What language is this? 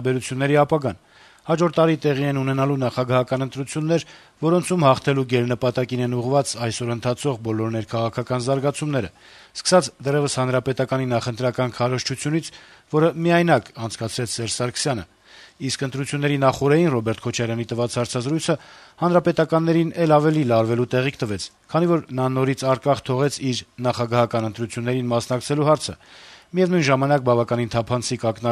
Armenian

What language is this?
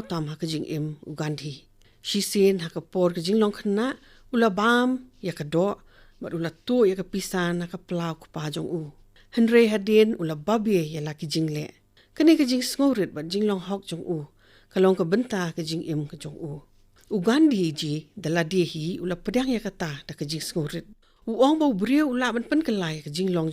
Khasi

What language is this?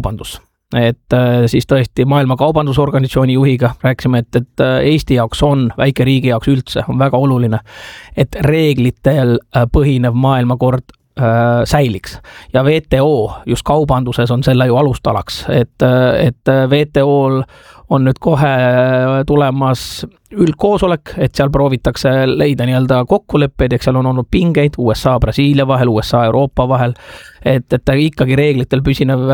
Estonian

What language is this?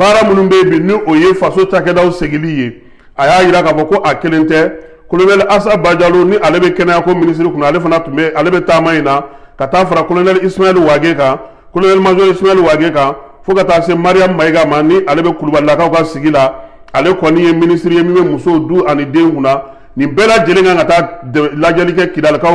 Bambara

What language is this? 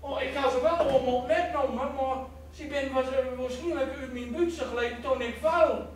Gronings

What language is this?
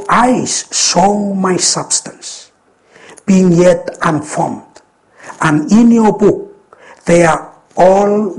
Bislama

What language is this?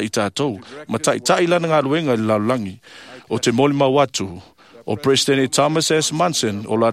Samoan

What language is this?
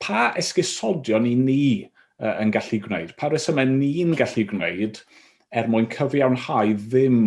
Welsh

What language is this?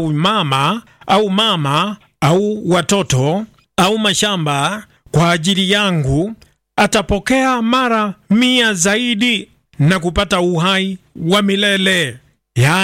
Swahili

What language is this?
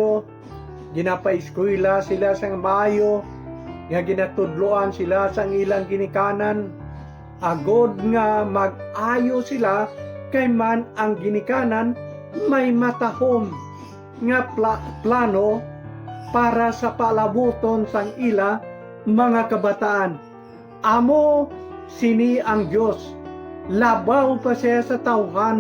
Hiligaynon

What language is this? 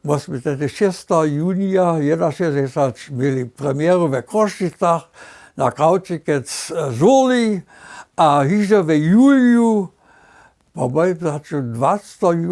Upper Sorbian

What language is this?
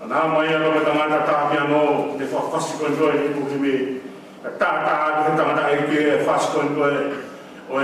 Tongan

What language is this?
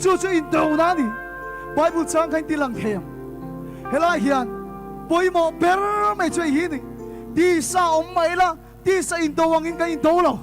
Mizo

